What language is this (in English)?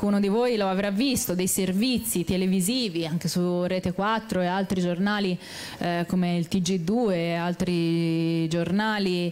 Italian